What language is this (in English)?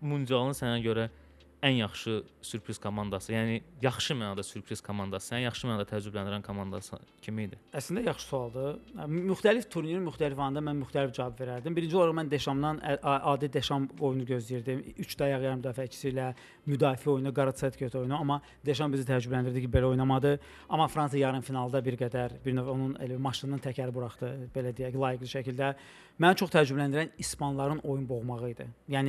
Azerbaijani